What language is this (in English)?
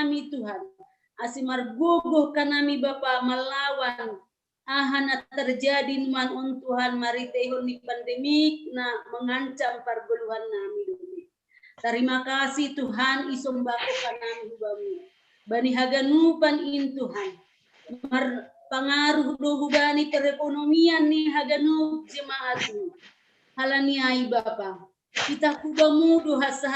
Batak Simalungun